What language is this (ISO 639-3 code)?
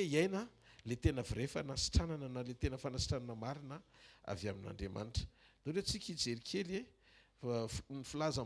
mlg